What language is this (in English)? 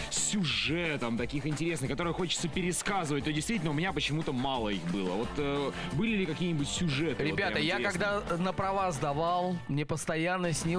Russian